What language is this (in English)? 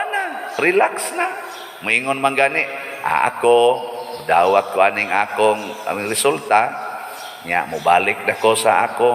Cebuano